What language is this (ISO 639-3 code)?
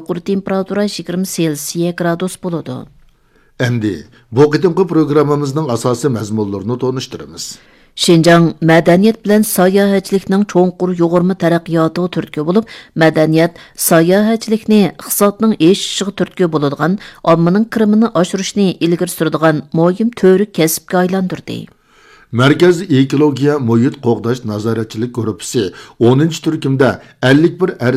uig